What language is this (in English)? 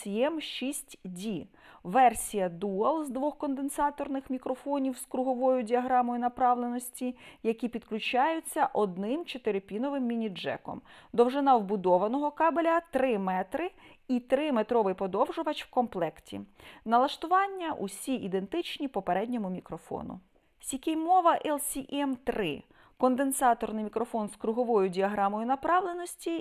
Ukrainian